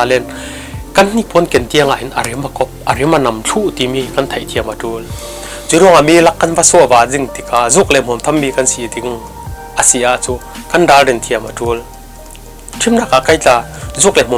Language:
Falam Chin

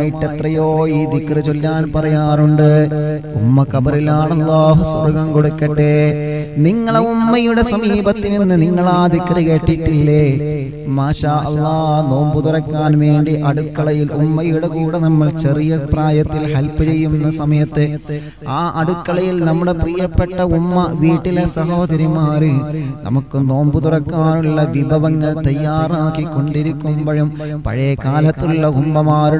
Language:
Malayalam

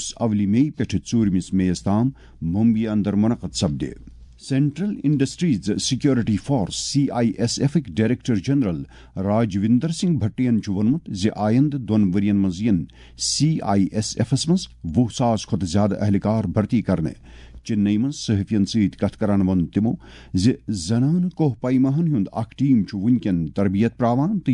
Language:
Kashmiri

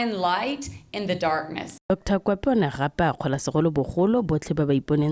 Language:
Tswana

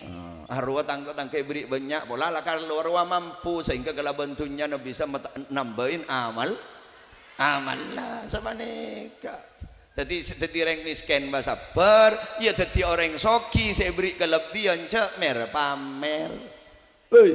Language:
Madurese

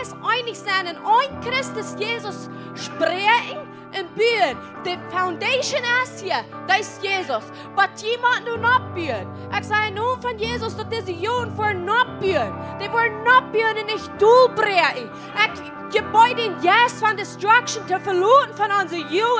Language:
Plautdietsch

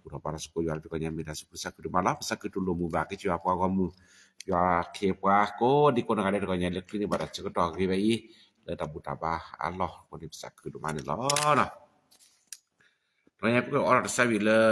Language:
S'gaw Karen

